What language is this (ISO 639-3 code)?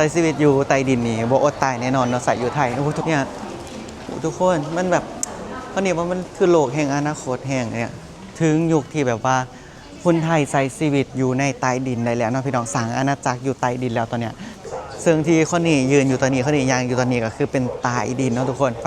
lao